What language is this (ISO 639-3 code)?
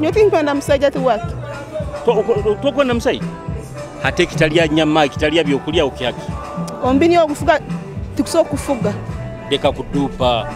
nyo